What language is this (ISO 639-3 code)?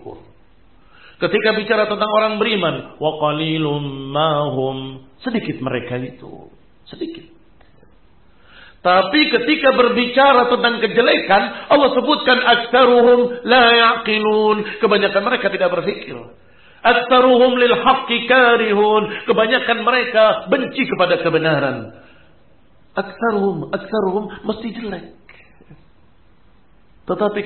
ind